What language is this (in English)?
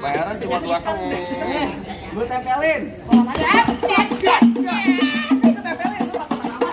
Betawi